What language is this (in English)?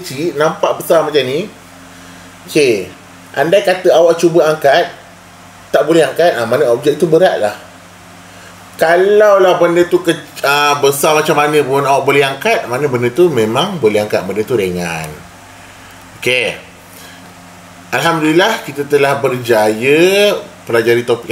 Malay